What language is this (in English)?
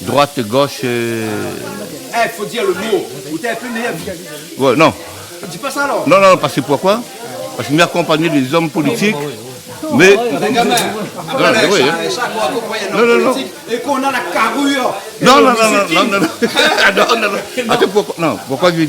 Réunion Creole French